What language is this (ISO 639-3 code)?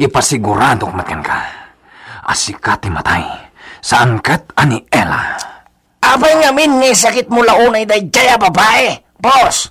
ilo